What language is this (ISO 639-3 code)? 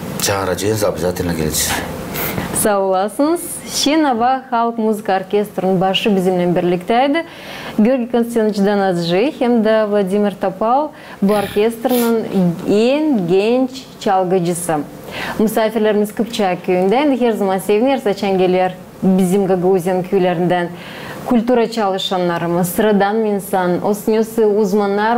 gag